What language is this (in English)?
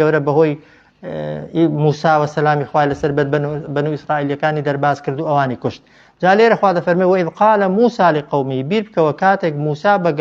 Central Kurdish